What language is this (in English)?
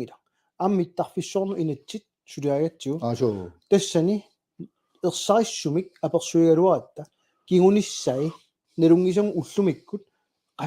Kalaallisut